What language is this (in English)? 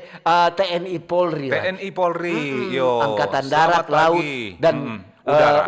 Manado Malay